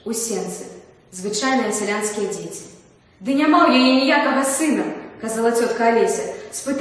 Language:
Belarusian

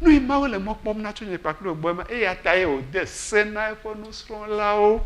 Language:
Ewe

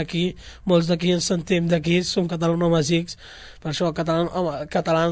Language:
Catalan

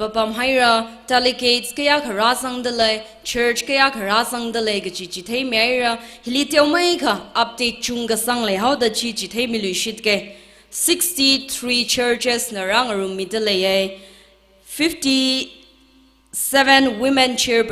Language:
Tangkhul Naga (India)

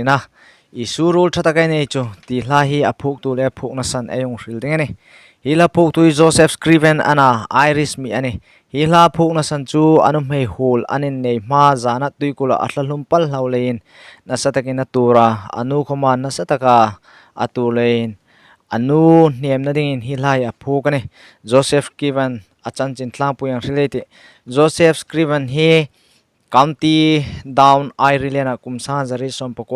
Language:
Hmar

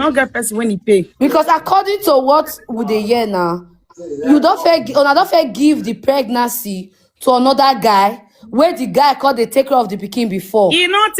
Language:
Nigerian Pidgin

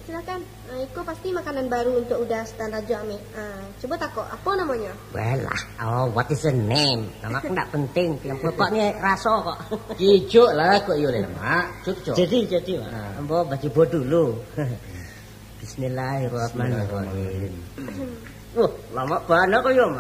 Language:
Minangkabau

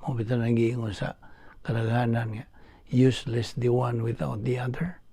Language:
Cebuano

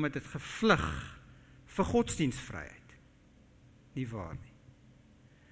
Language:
Afrikaans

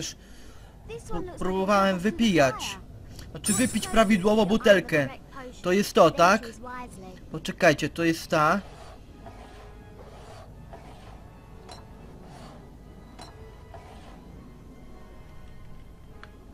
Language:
Polish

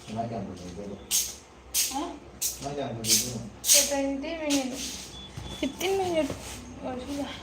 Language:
Manipuri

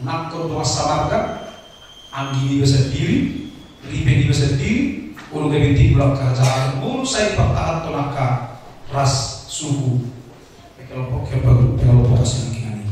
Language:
Batak Toba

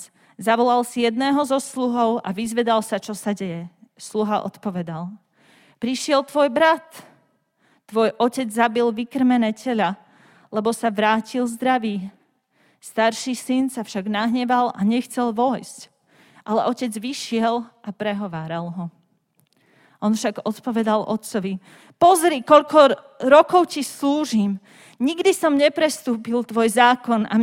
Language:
Slovak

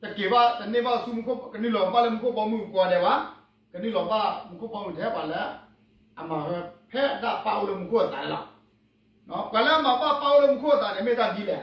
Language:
S'gaw Karen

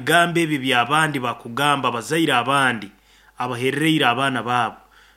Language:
Nyankole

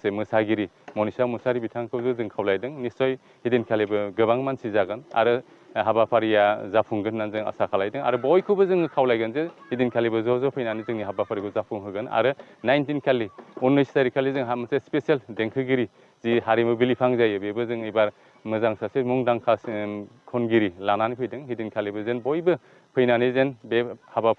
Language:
Bodo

